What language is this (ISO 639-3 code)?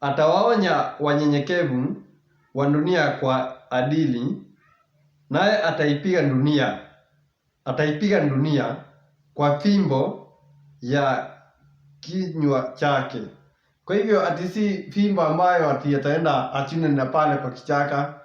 swa